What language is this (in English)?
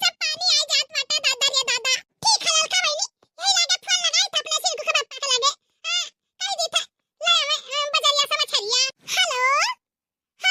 Bhojpuri